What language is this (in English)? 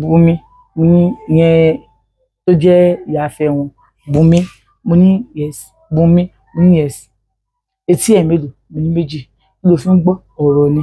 Yoruba